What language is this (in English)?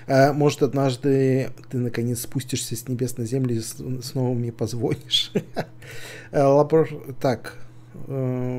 Russian